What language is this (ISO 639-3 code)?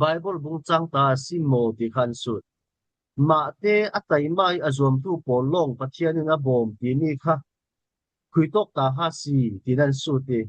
cfm